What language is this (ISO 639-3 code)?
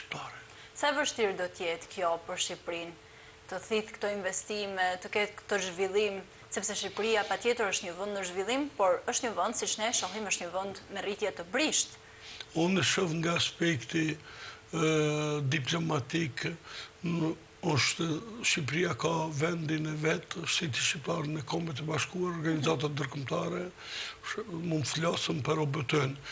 sqi